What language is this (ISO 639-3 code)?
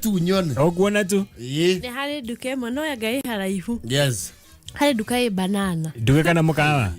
kik